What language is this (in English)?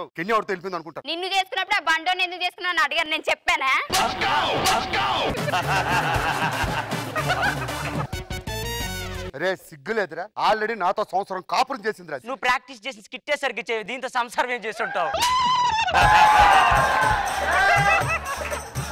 Telugu